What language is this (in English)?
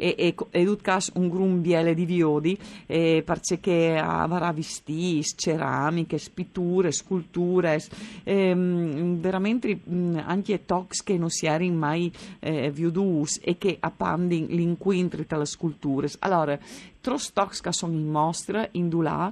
Friulian